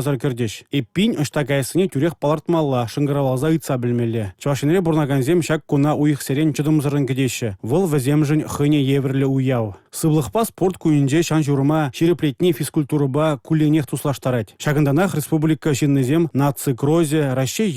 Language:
Chuvash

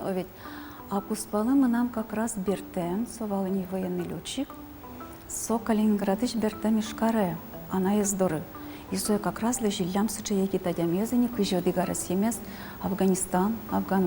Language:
Udmurt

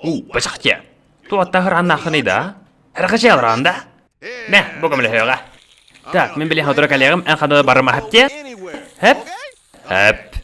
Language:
Yakut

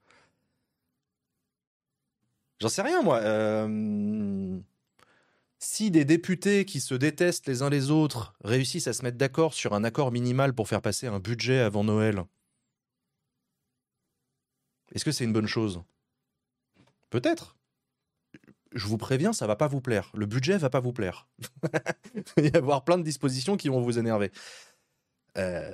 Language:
French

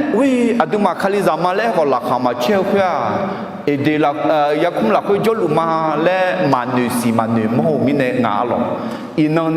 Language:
Akha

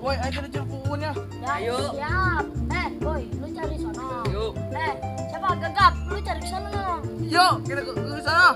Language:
Betawi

